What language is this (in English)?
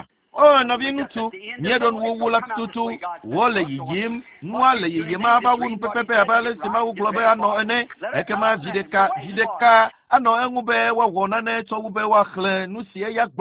Ewe